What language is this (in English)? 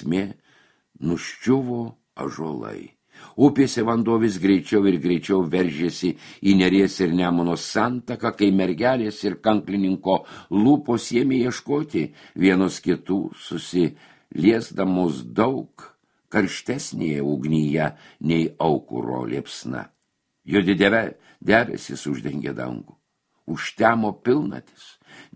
Lithuanian